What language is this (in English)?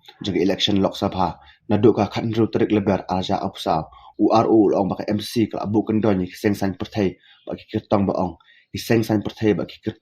Khasi